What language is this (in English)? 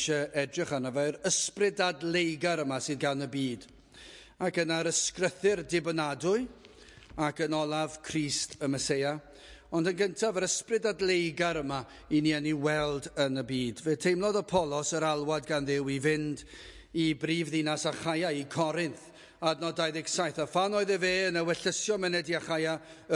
Welsh